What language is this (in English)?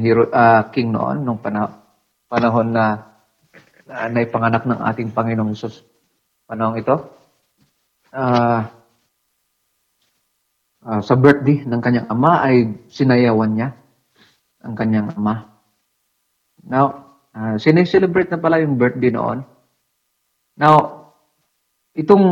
Filipino